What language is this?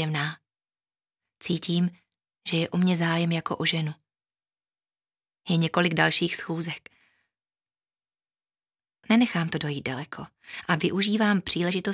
Czech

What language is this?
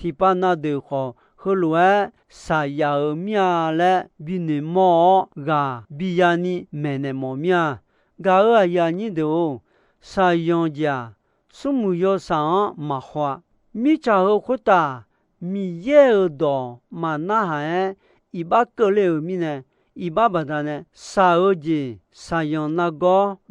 Akha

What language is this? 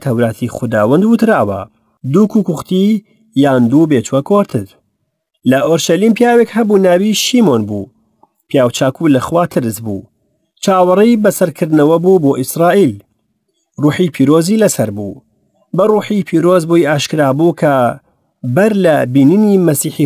Central Kurdish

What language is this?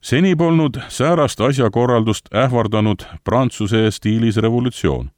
Estonian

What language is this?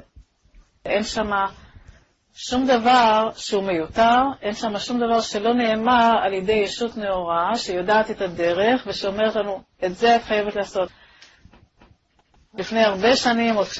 Hebrew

